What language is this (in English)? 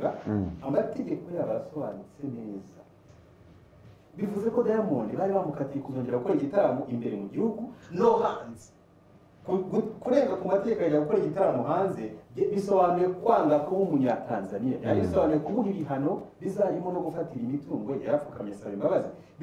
Kinyarwanda